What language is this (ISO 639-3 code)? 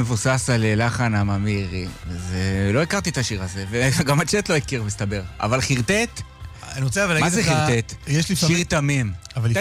heb